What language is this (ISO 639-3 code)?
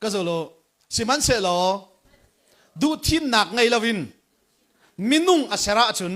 cnh